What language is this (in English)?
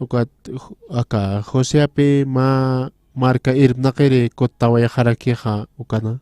Aymara